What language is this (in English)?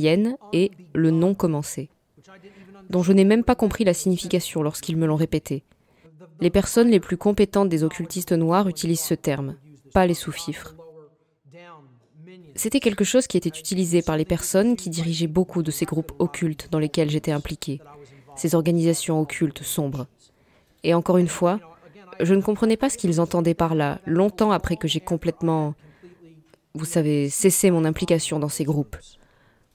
French